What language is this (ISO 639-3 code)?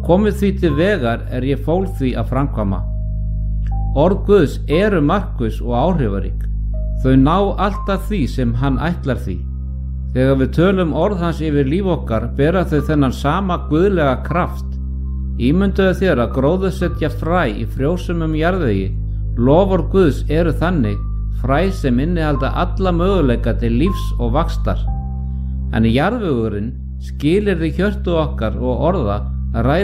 isl